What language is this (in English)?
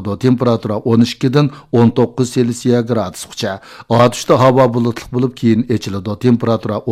Uyghur